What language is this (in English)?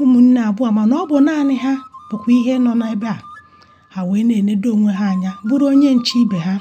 Igbo